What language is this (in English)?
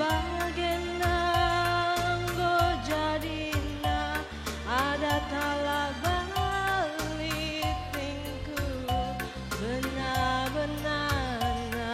Batak Karo